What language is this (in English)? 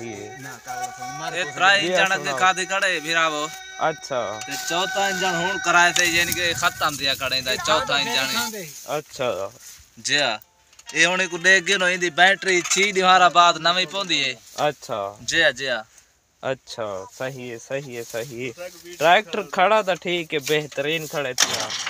Saraiki